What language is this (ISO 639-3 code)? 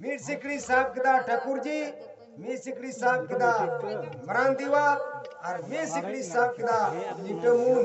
sat